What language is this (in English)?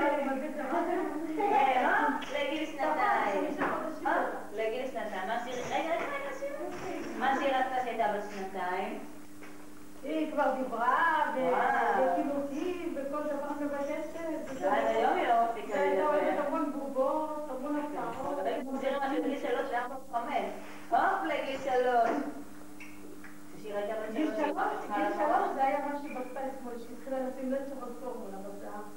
Hebrew